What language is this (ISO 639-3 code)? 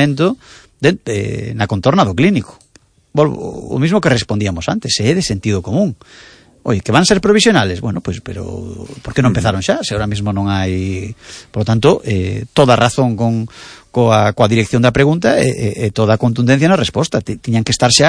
glg